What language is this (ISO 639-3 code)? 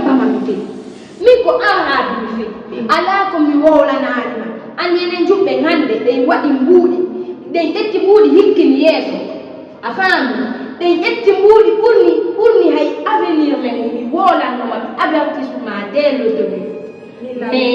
ful